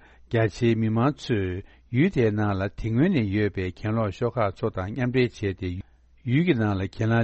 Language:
Tibetan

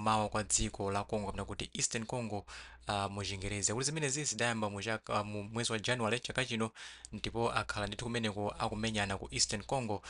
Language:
Nyanja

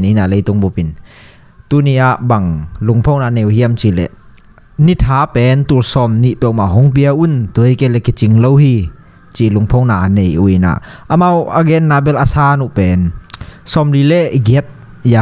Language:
Tedim Chin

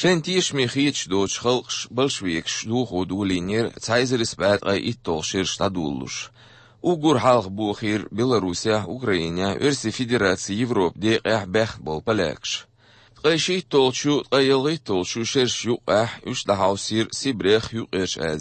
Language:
Chechen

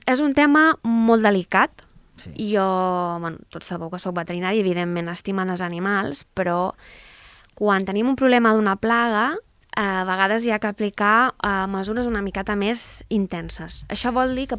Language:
Catalan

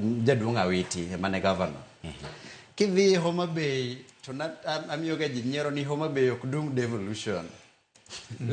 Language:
Luo (Kenya and Tanzania)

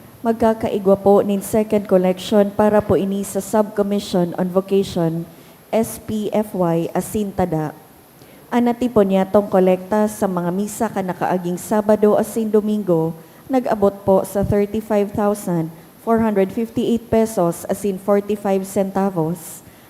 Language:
Bikol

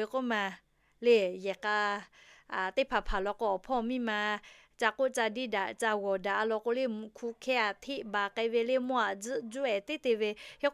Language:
Lahu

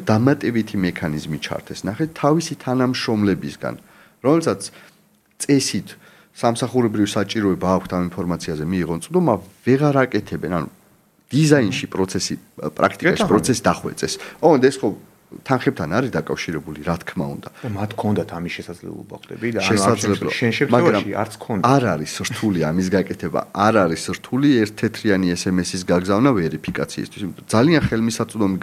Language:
Georgian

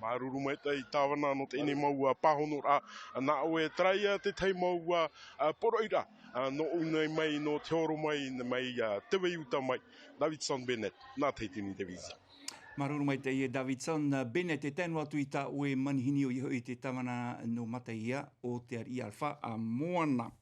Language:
Tahitian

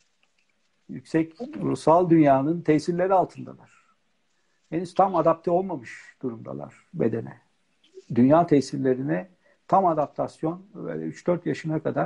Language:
Turkish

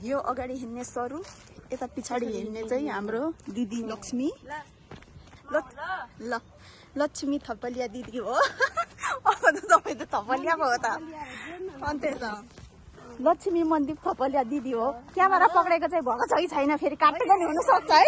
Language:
Nepali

